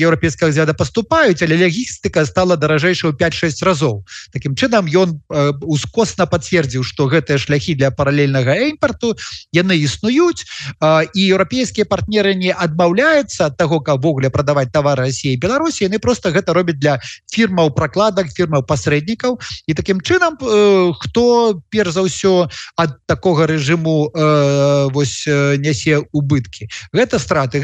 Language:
Belarusian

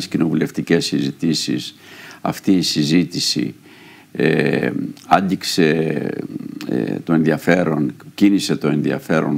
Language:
Greek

